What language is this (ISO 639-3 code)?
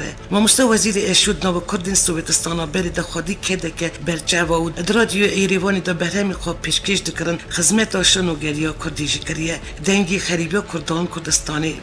kur